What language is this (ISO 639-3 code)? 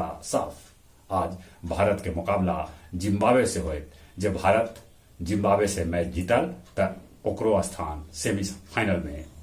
mag